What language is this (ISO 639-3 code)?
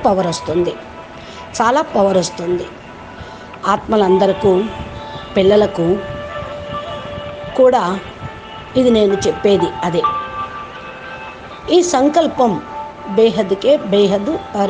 tel